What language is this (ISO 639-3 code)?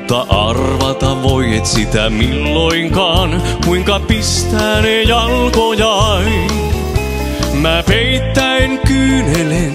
fin